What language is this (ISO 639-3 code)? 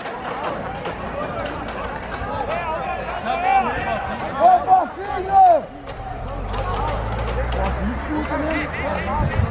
por